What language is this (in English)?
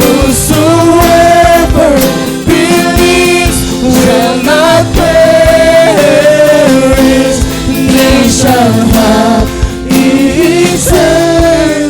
Waray